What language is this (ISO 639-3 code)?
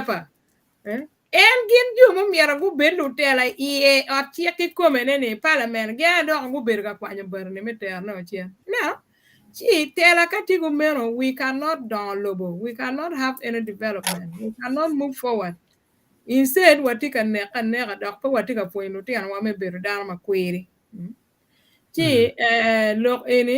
ach